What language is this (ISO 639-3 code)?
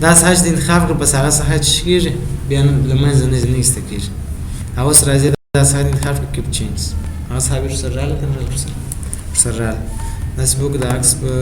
pus